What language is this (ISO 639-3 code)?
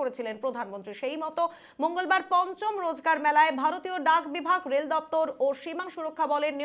ben